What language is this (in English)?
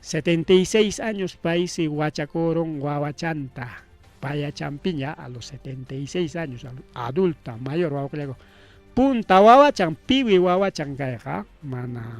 Ayacucho Quechua